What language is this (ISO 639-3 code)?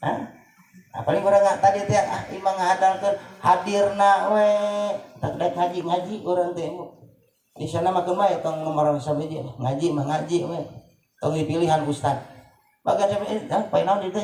sun